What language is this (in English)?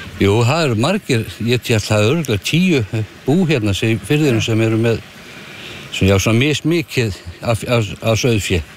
Icelandic